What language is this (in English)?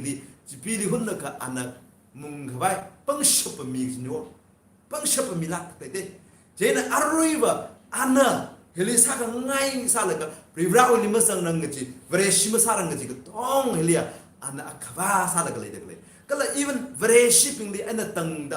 Tangkhul Naga (India)